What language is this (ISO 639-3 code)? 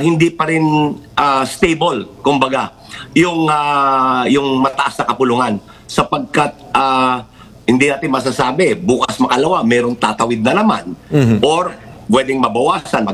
fil